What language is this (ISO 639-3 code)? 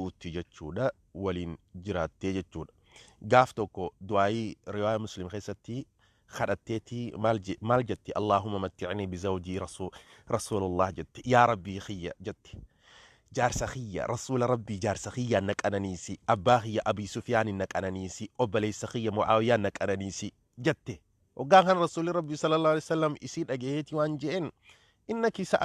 orm